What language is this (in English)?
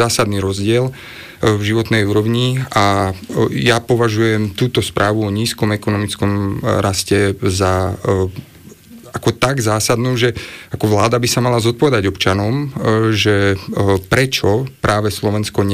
Slovak